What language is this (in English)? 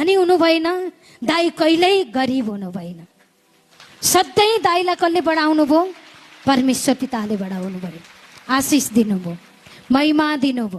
Nepali